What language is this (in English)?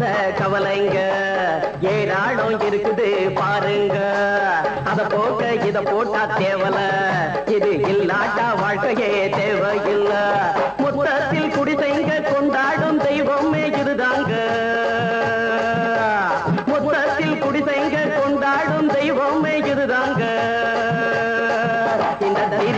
Tamil